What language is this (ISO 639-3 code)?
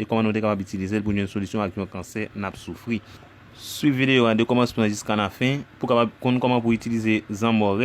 hat